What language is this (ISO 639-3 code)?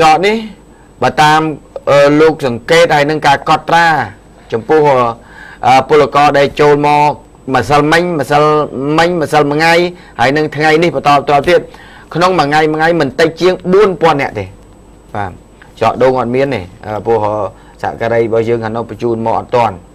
khm